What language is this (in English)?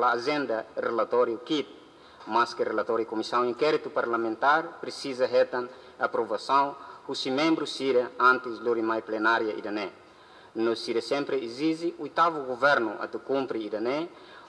Tetum